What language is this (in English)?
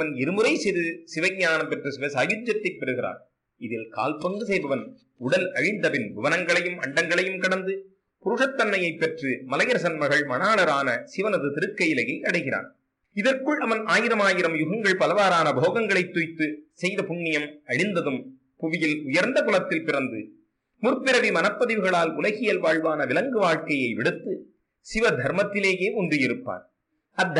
Tamil